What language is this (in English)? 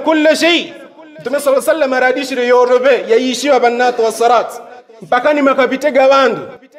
Yao